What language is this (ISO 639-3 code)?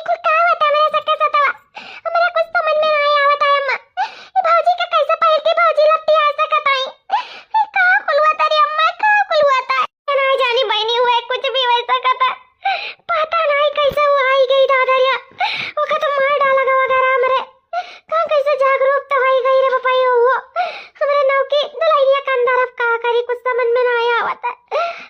awa